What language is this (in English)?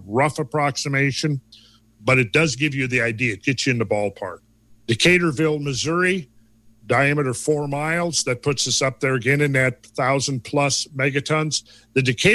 English